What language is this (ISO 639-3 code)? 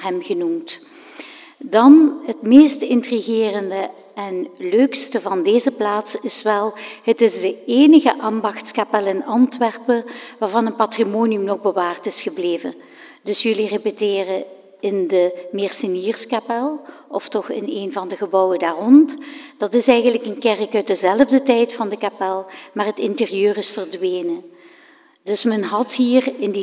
nld